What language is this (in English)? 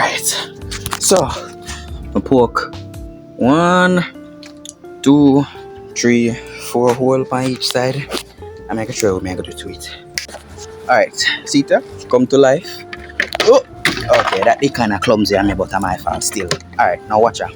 Jamaican Creole English